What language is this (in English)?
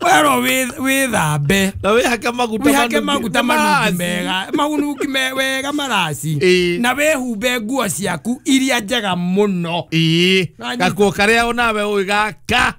Kikuyu